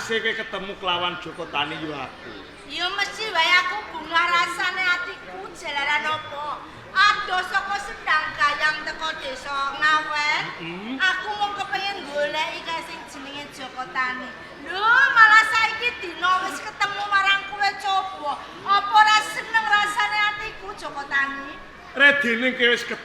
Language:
Javanese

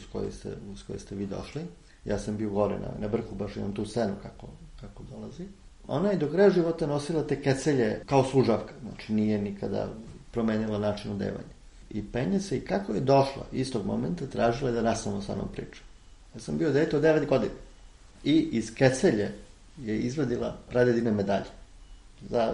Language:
Serbian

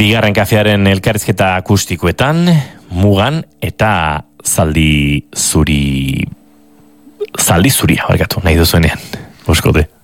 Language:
Basque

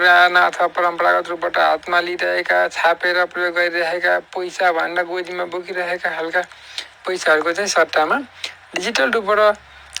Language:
Nepali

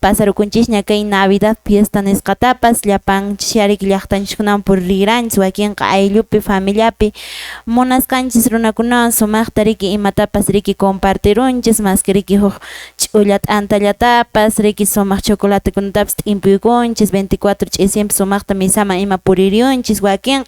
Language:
Quechua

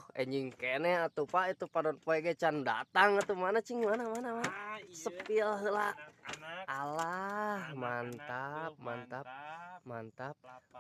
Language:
Sundanese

